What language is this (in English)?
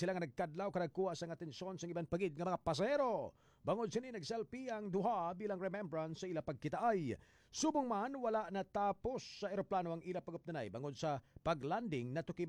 Hiligaynon